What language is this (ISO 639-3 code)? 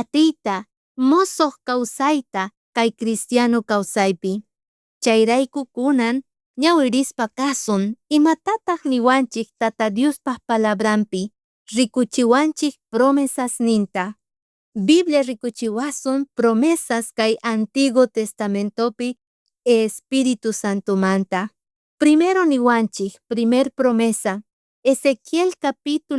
quh